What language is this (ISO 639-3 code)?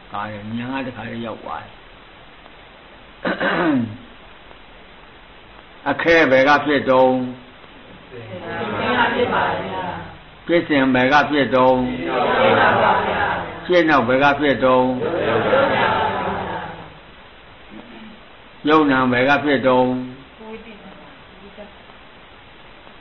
mya